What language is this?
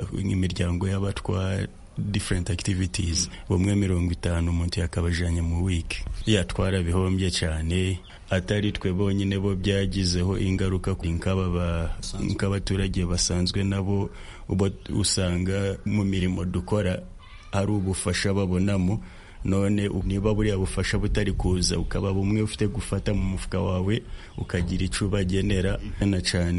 Kinyarwanda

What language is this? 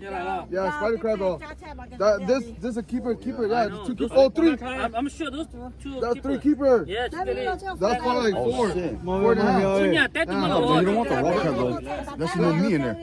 Lahu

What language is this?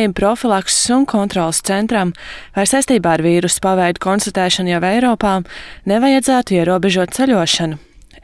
Latvian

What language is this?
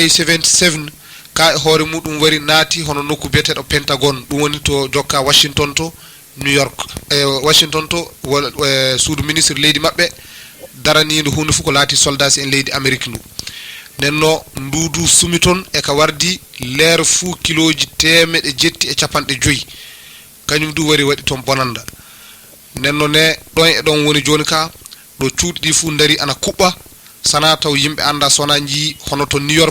Fula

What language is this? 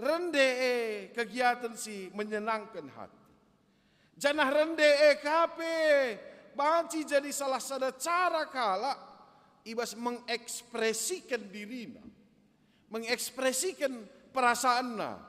Batak Karo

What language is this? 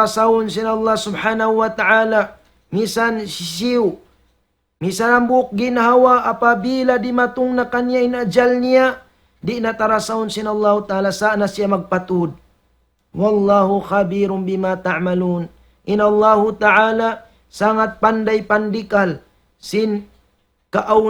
Tausug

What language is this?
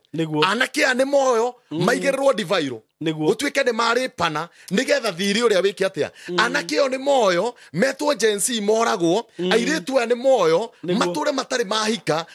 Kikuyu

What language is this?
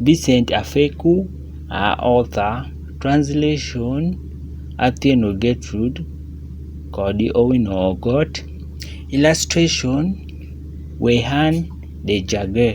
Adhola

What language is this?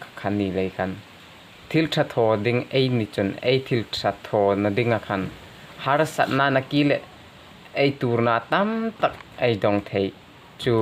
Hmar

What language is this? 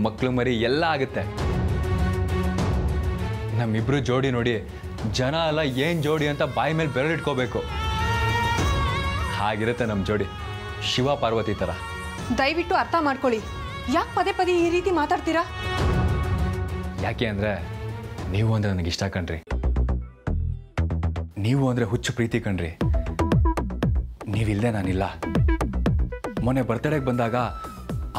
Kannada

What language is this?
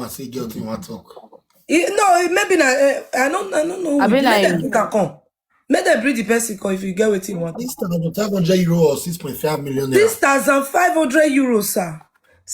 Nigerian Pidgin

